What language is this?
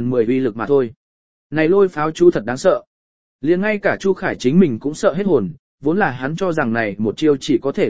Vietnamese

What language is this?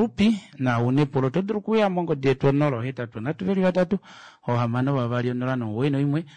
Kuanyama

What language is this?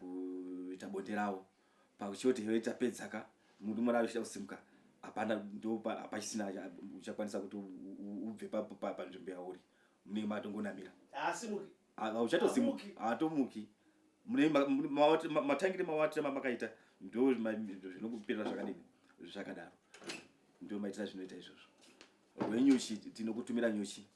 Shona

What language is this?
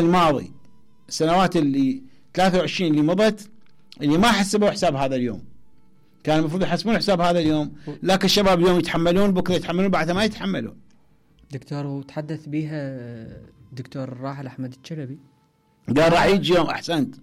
Mesopotamian Arabic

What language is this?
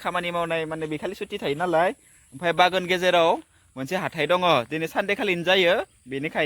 Bodo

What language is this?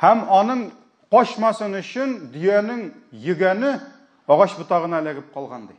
Tatar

